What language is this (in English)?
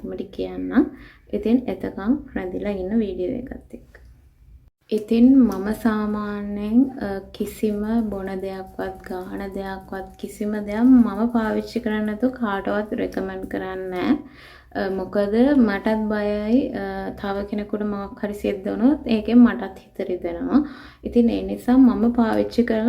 Sinhala